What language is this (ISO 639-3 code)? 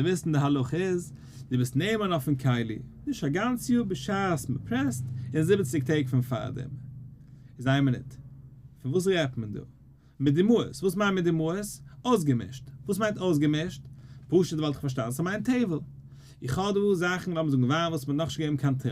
yid